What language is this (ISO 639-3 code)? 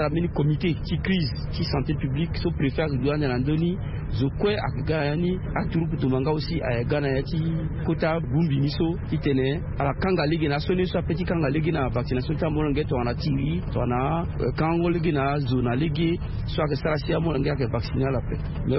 sag